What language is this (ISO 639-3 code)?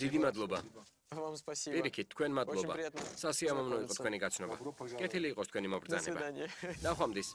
kat